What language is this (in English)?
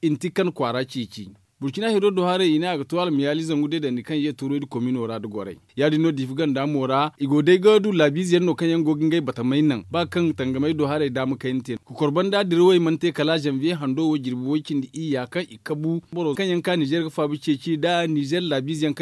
Zarma